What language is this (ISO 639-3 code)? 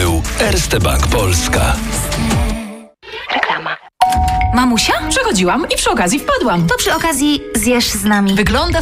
pol